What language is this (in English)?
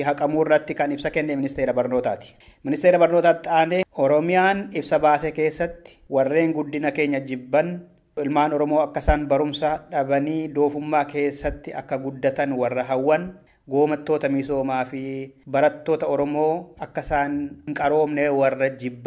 Oromo